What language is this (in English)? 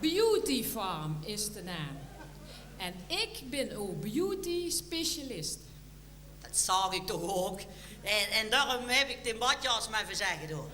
Limburgish